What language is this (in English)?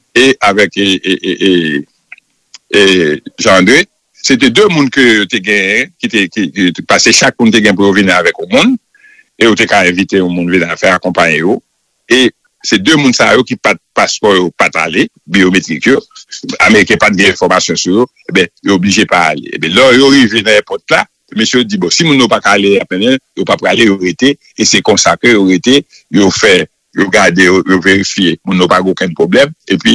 Haitian Creole